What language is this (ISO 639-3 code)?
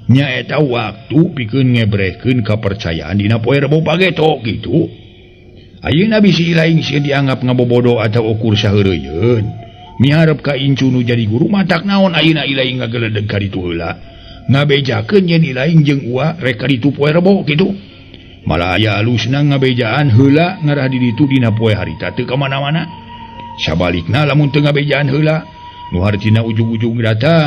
sun